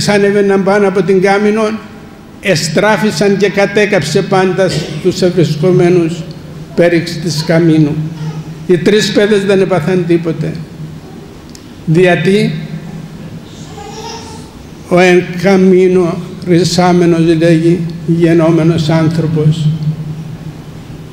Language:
Greek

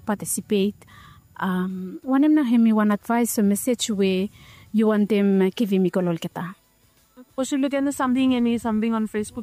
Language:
Bislama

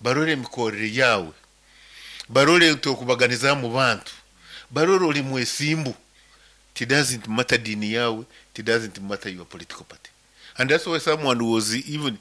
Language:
Nyankole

